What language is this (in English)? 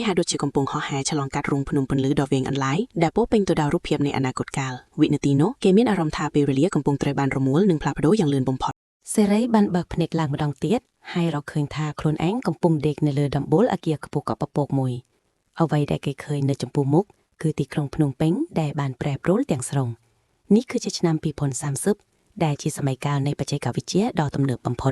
Khmer